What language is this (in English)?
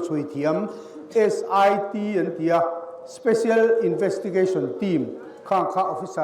Mizo